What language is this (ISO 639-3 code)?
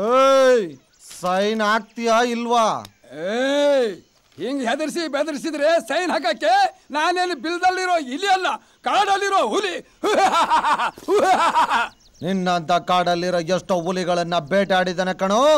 kan